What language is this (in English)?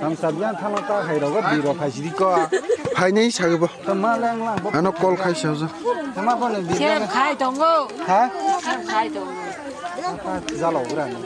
Kok Borok